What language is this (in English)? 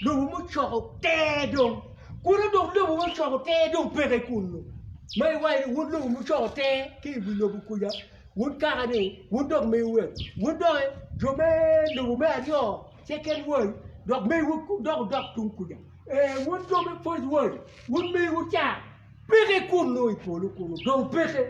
Acoli